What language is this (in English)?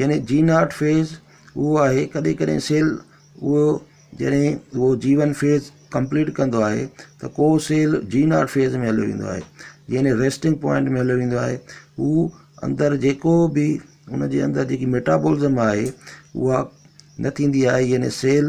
Sindhi